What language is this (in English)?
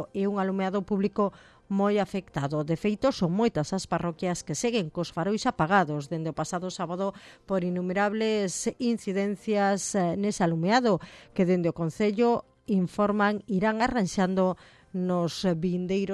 Galician